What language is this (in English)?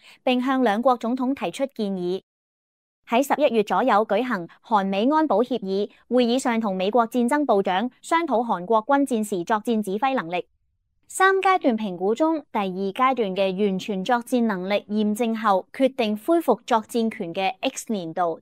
Cantonese